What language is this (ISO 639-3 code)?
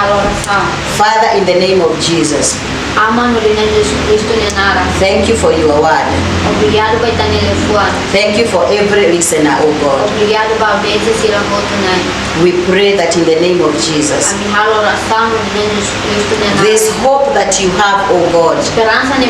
tet